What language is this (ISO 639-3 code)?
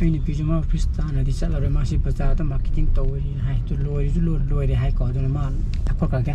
mni